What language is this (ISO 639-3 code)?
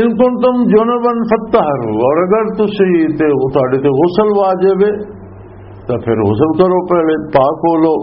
lah